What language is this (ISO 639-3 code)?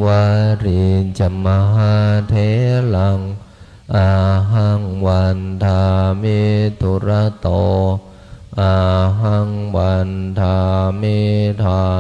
pli